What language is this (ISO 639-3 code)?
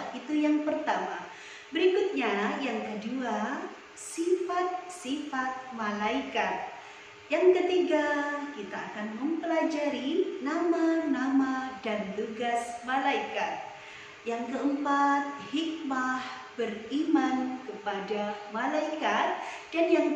ind